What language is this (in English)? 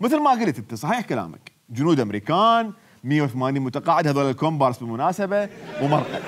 Mesopotamian Arabic